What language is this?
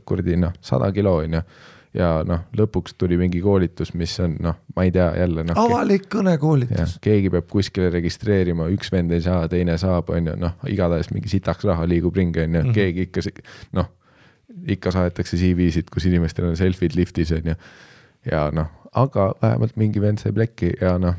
Estonian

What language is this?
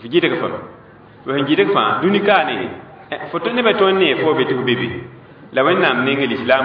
Mossi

